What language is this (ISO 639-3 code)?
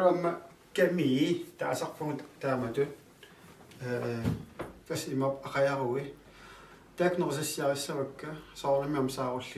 kal